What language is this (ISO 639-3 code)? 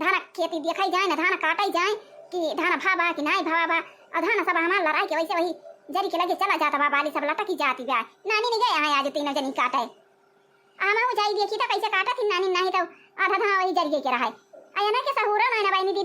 awa